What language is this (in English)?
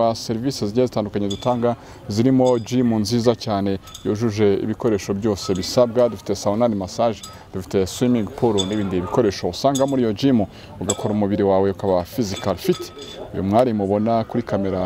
Kinyarwanda